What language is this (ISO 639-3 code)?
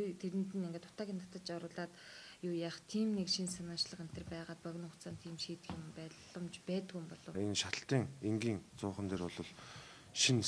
mon